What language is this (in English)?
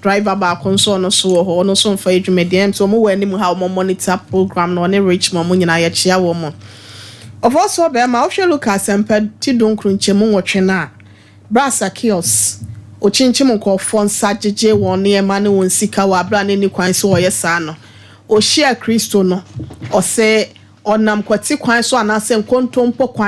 Akan